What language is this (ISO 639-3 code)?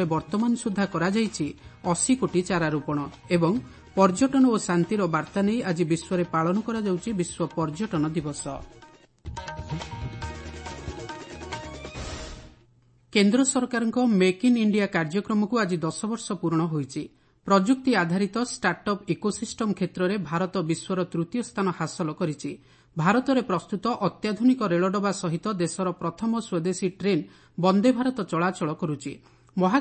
ori